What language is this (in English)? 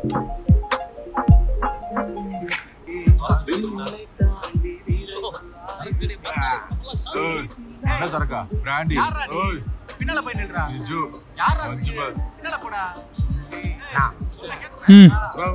Tamil